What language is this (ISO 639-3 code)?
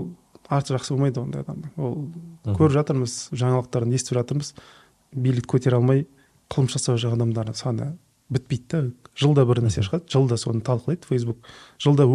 kaz